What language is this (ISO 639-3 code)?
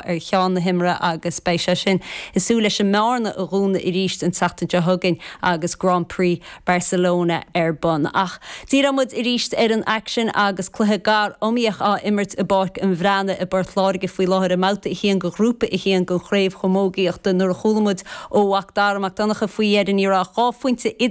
gle